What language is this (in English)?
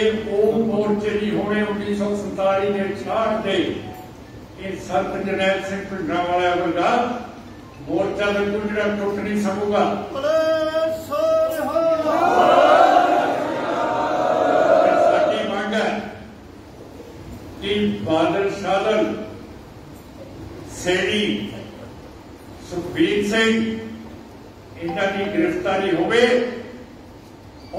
Punjabi